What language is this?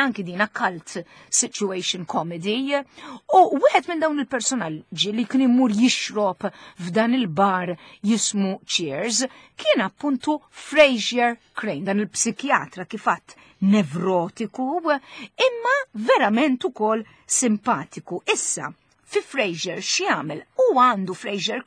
Maltese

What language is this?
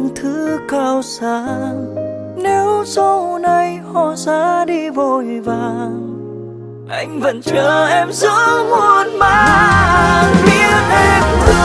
Vietnamese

